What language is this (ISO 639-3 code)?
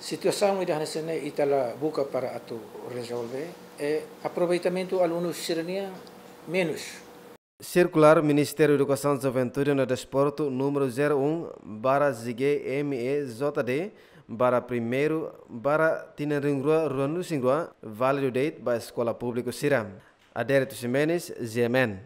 tet